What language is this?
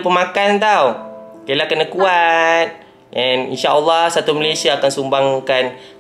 Malay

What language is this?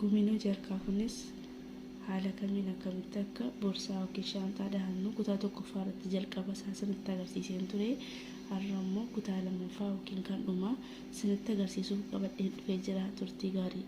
Oromo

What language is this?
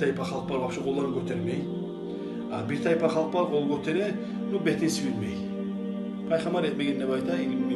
Kumyk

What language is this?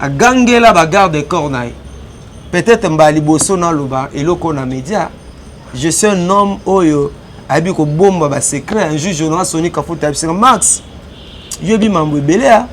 Lingala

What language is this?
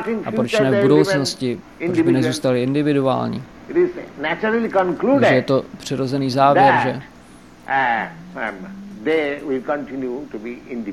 Czech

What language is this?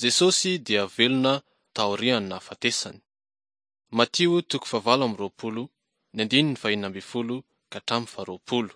Malagasy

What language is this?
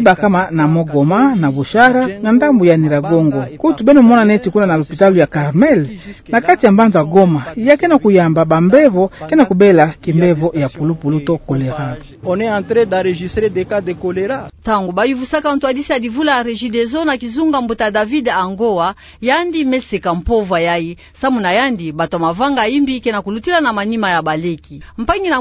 Kituba (Democratic Republic of Congo)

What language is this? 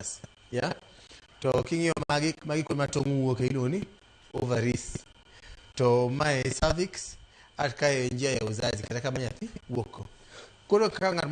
Luo (Kenya and Tanzania)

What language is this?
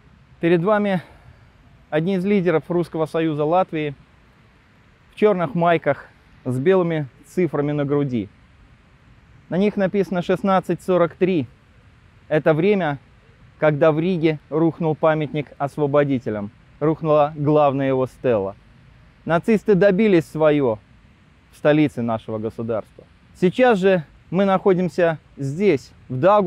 Russian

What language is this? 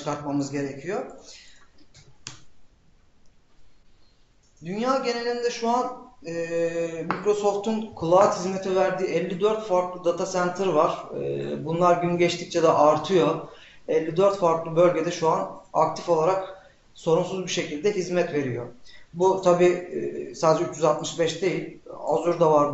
Turkish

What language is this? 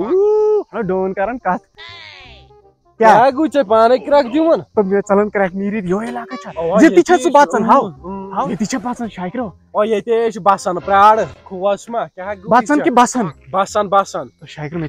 Kashmiri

